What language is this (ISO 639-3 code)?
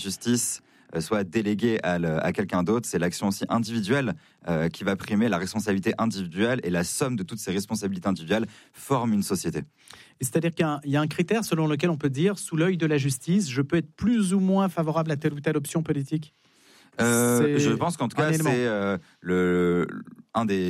fra